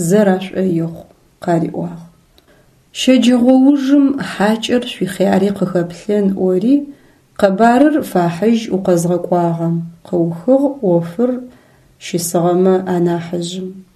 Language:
Adyghe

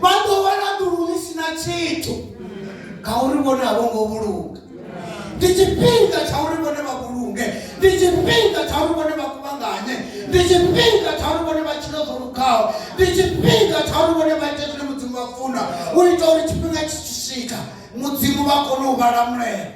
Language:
Venda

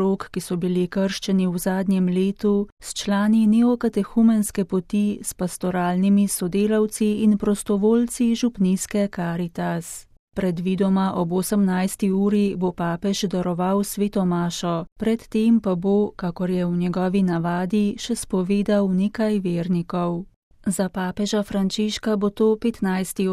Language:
Slovenian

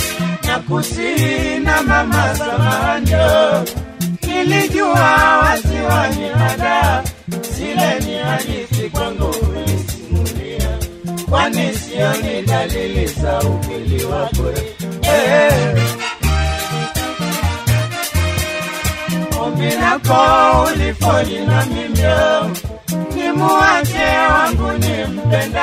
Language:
Swahili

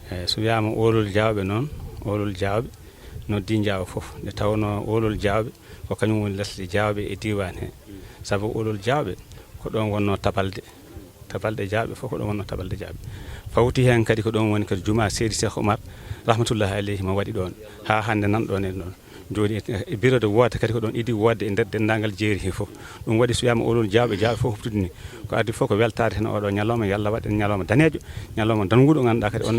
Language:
Fula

